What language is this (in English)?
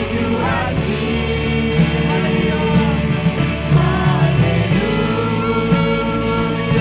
Hakha Chin